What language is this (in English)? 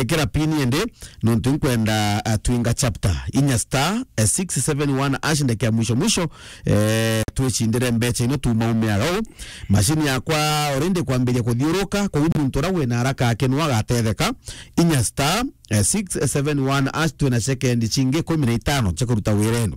Meru